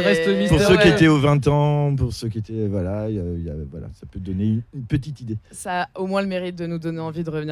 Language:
French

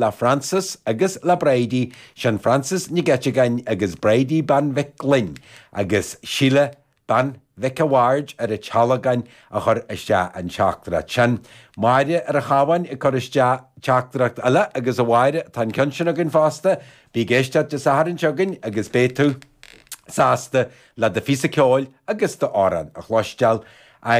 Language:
Irish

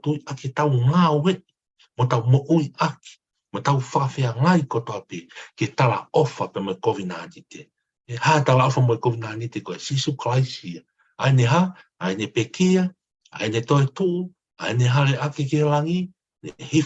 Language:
Tongan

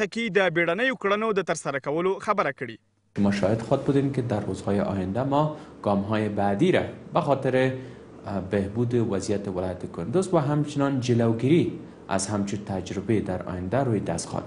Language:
Pashto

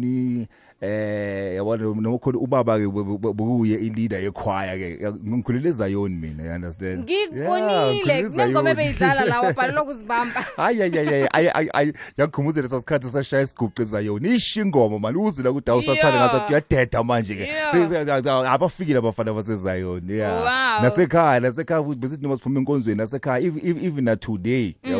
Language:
South Ndebele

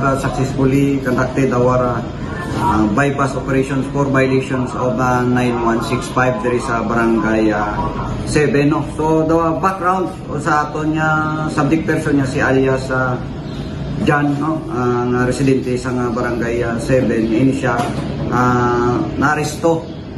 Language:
Hiligaynon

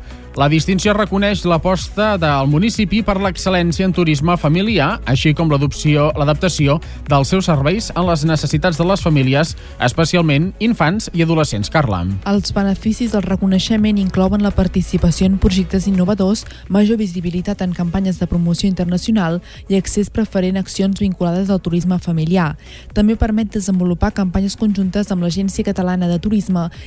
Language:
Catalan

